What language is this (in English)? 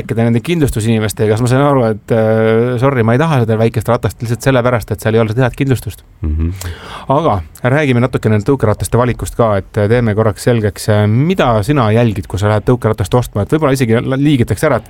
Estonian